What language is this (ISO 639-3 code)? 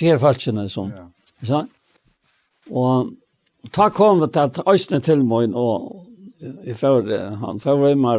fao